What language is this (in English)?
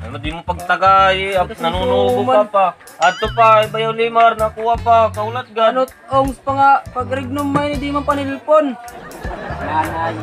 Waray